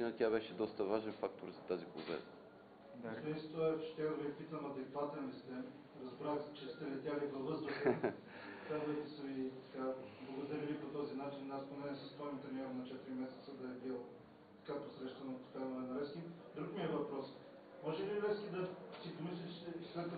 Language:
Bulgarian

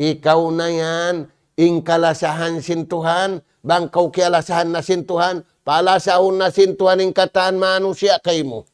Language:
Tausug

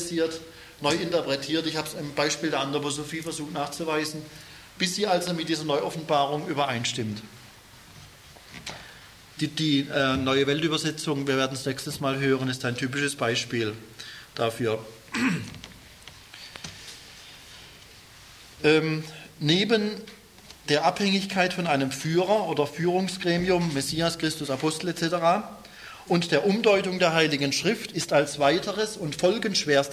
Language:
German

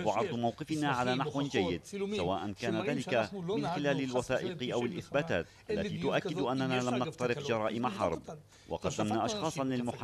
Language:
Arabic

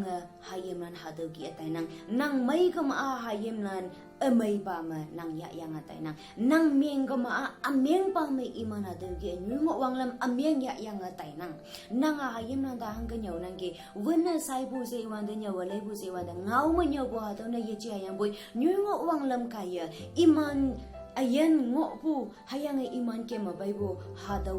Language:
Konyak Naga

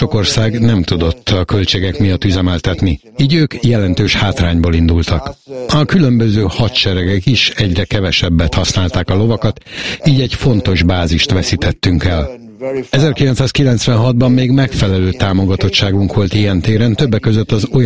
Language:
Hungarian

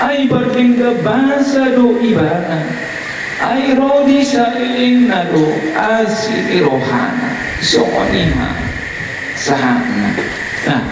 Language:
Batak Toba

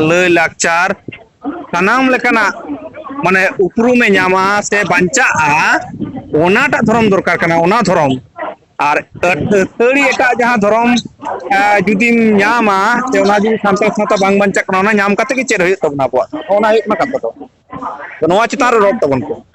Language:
Santali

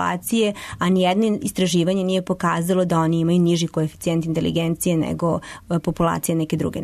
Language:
Serbian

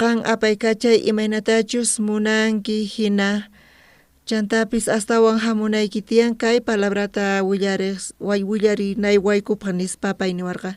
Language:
South Bolivian Quechua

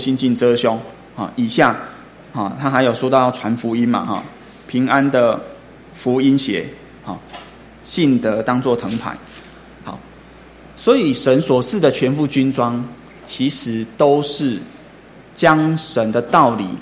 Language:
Chinese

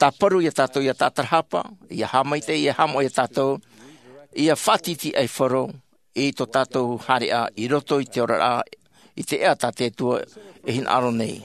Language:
Tahitian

